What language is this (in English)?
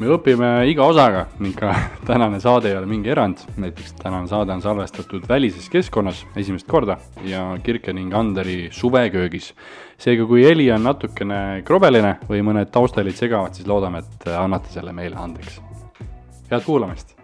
Estonian